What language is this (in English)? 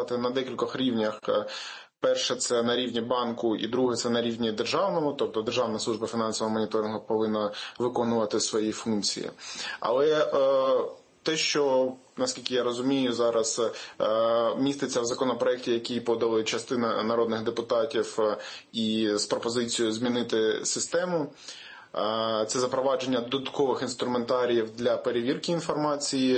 Ukrainian